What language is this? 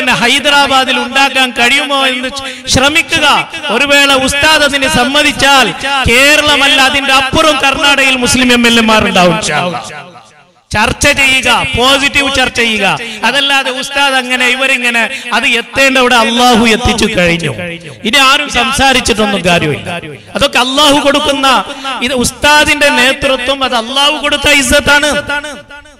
Malayalam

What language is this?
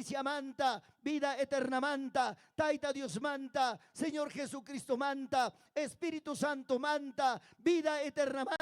Ayacucho Quechua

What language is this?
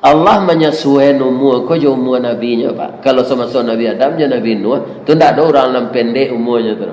Minangkabau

